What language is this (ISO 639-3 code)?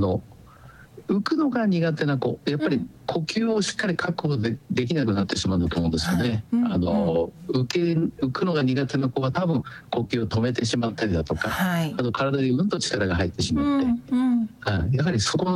jpn